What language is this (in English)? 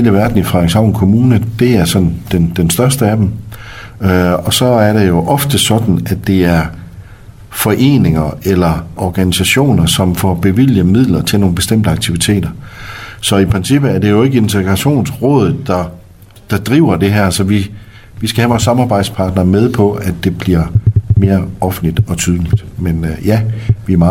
Danish